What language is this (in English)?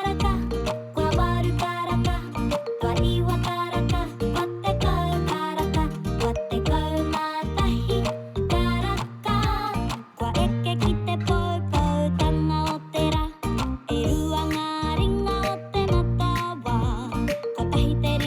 Māori